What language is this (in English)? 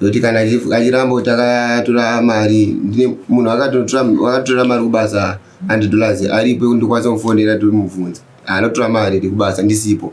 Shona